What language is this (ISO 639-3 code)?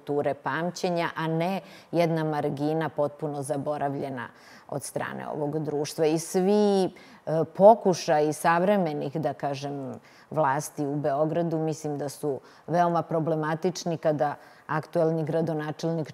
srp